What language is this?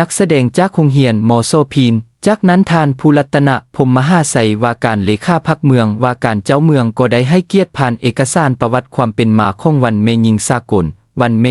Lao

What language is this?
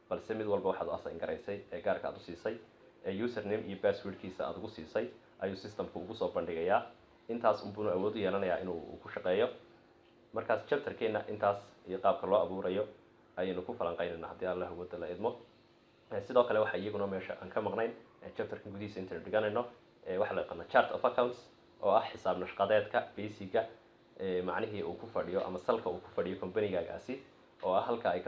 Somali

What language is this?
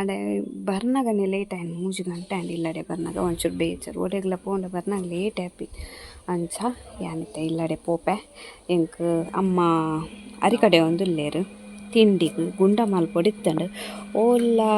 Tulu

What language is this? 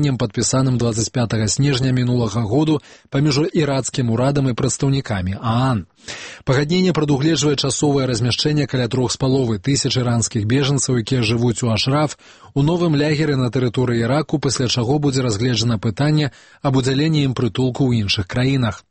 Belarusian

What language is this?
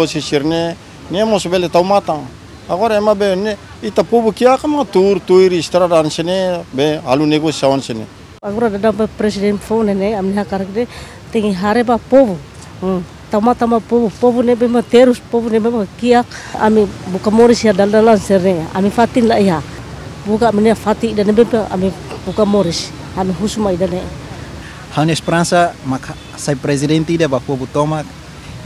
Tetum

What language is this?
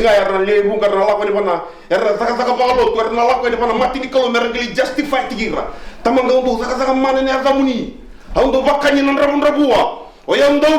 Fijian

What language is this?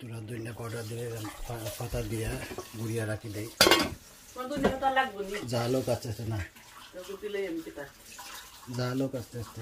Sylheti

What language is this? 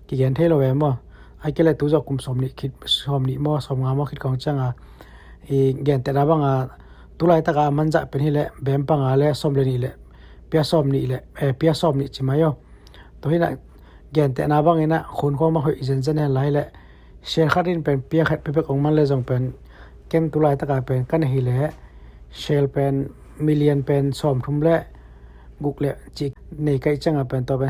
Tedim Chin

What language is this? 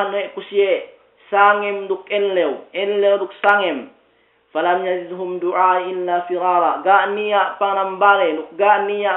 Yakan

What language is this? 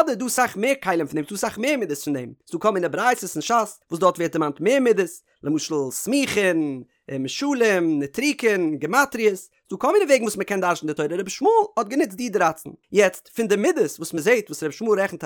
Yiddish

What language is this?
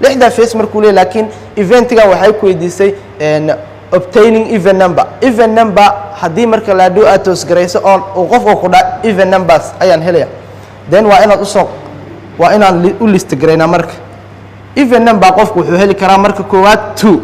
Somali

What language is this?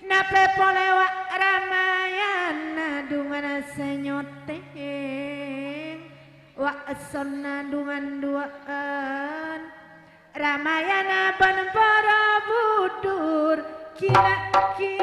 Madurese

